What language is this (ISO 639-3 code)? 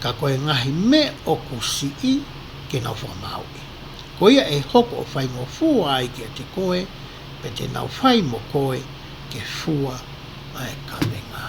ton